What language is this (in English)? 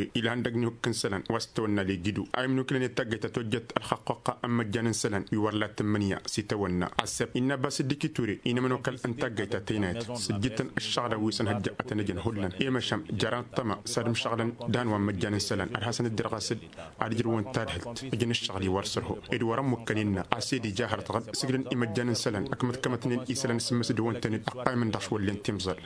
Tamasheq